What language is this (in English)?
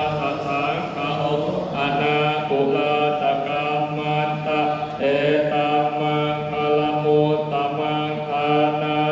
Pali